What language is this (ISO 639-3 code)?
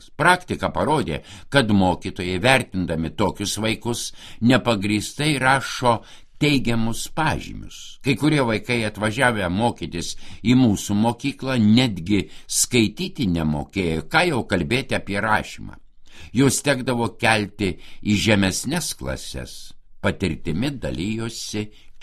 lit